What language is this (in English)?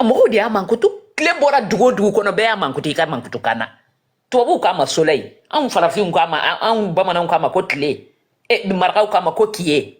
Bambara